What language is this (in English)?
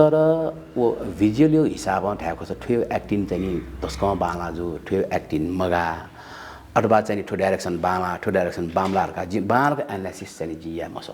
Newari